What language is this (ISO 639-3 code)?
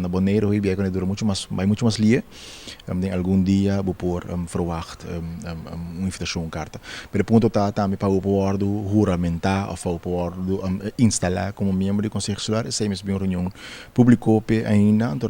pap